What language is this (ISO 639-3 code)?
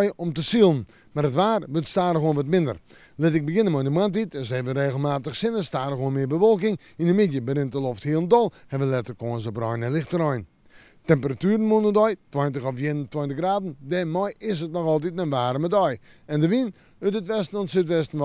fry